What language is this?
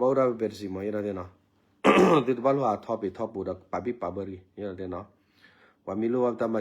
S'gaw Karen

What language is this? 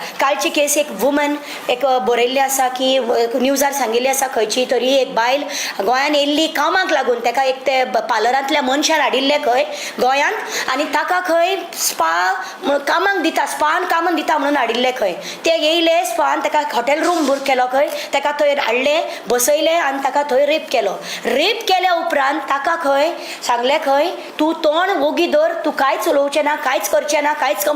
Konkani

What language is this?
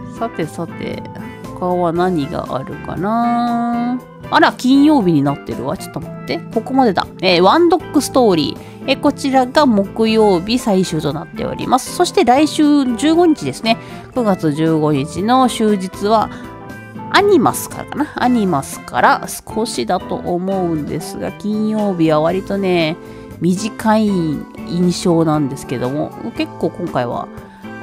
Japanese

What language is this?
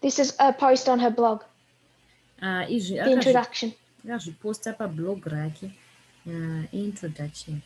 Shona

